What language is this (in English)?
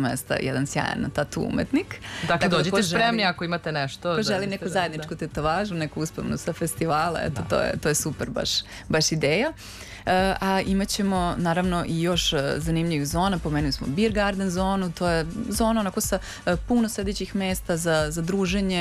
Serbian